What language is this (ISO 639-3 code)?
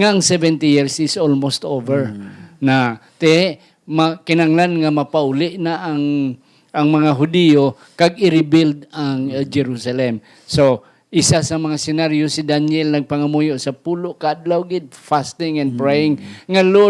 hil